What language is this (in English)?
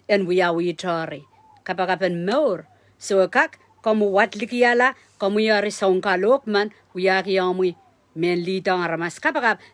Pohnpeian